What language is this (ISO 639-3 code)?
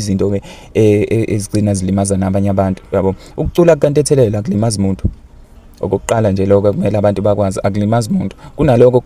zul